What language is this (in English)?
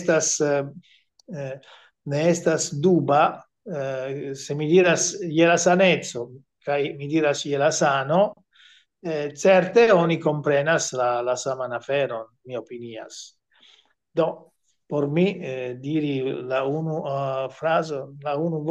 Esperanto